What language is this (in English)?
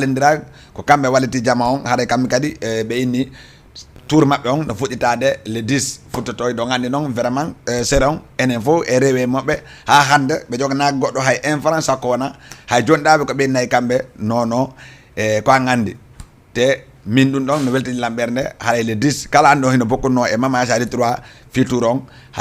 Fula